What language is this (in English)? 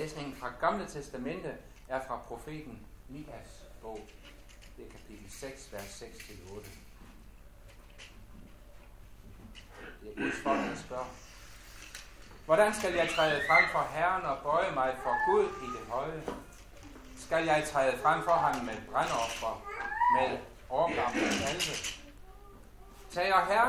Danish